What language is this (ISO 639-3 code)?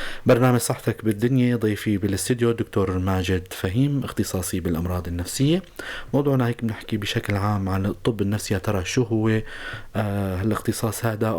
apc